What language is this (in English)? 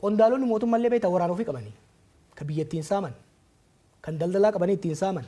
Oromo